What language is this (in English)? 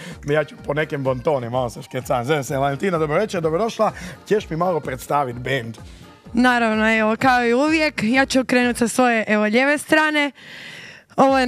Croatian